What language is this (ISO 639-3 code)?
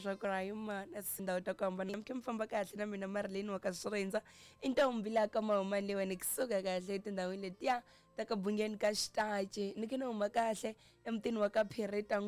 tso